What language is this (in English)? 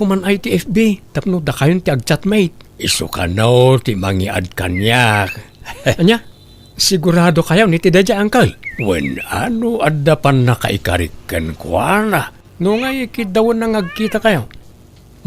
Iloko